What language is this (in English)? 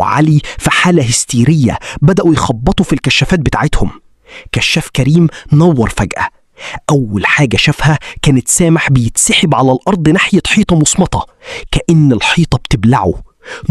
Egyptian Arabic